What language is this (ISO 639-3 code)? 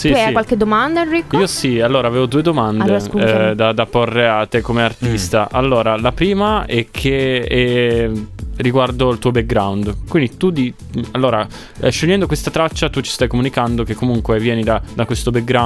ita